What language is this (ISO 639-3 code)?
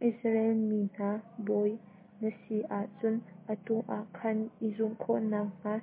cnh